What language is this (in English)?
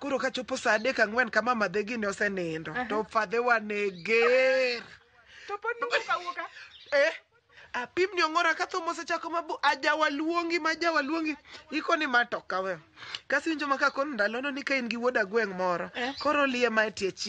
Luo (Kenya and Tanzania)